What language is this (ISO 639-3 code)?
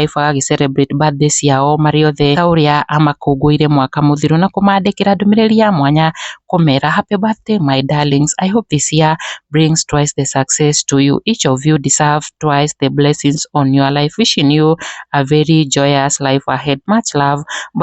kik